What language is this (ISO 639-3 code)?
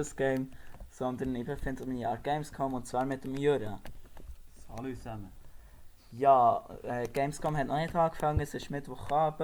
gsw